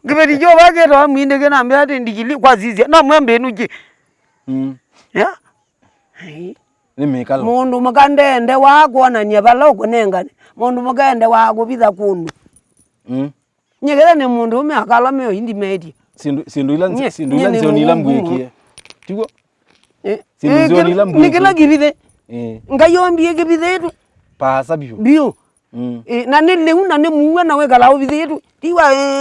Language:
Kamba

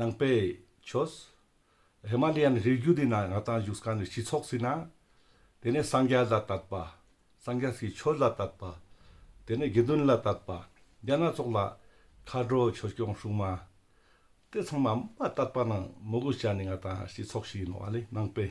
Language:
Ladakhi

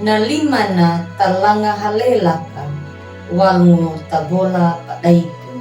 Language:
Anakalangu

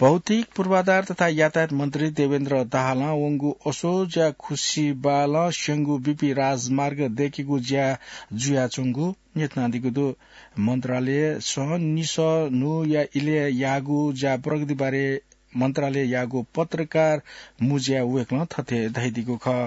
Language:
Newari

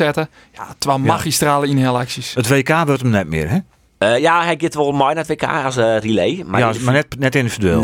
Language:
Western Frisian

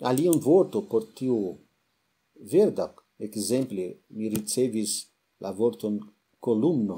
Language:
Esperanto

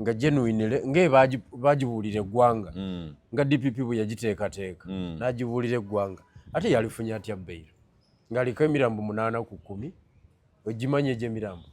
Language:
Ganda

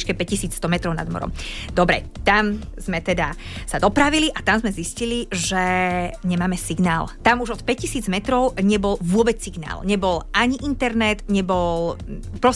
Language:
Slovak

